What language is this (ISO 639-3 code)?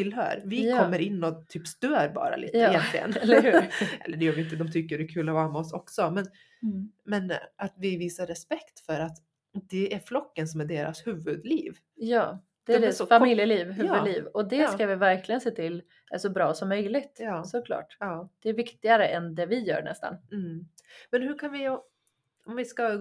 swe